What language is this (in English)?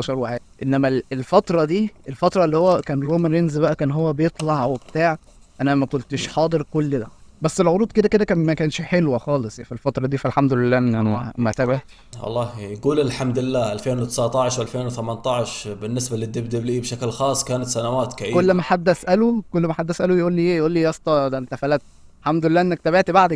Egyptian Arabic